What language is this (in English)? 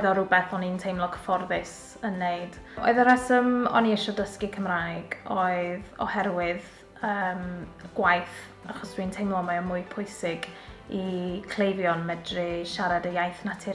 Welsh